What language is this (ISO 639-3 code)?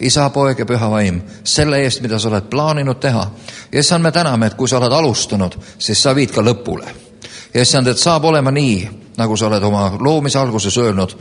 est